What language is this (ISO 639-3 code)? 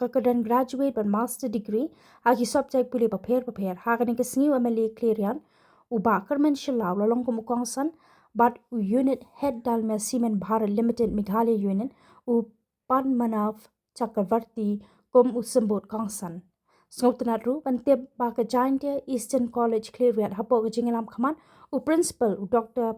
kha